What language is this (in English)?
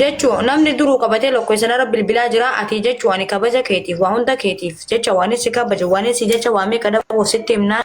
Oromo